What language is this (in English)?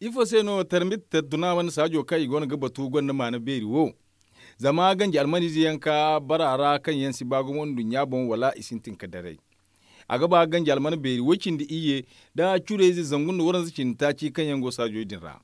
Zarma